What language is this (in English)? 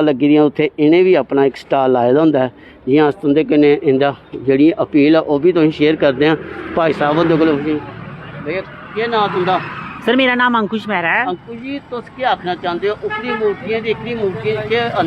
Dogri